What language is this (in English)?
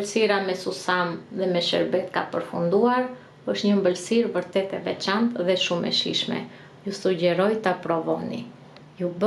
Albanian